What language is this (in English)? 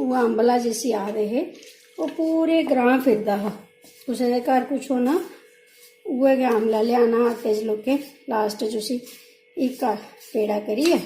Dogri